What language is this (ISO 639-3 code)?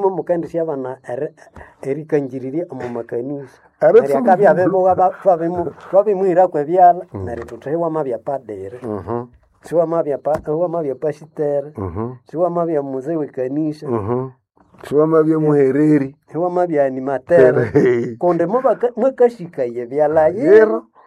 nnb